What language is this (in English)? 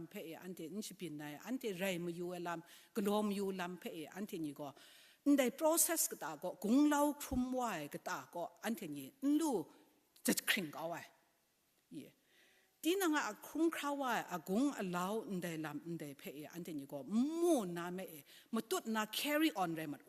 Kachin